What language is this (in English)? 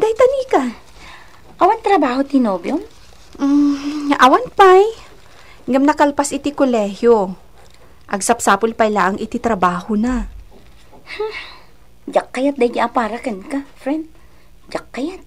Iloko